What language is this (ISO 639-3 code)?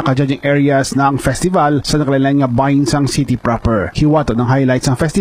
hil